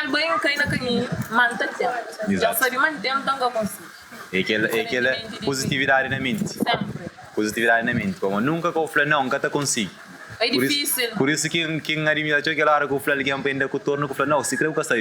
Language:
Kabuverdianu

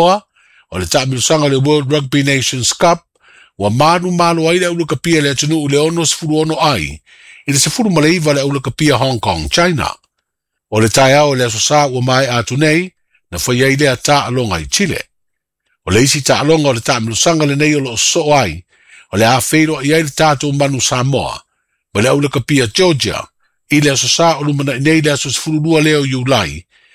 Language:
Samoan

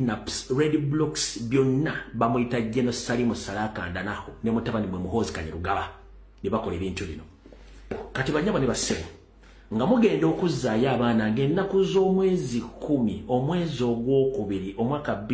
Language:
Ganda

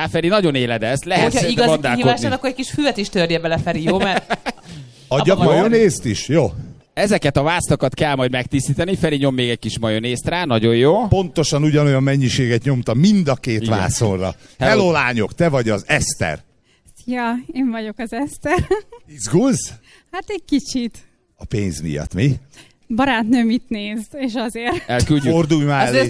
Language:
Hungarian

